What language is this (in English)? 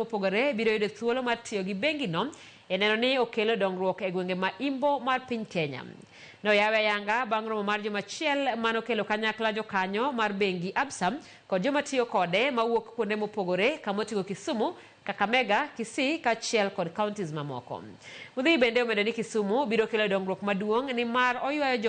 Luo (Kenya and Tanzania)